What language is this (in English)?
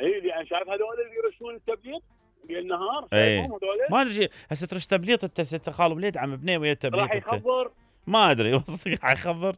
Mesopotamian Arabic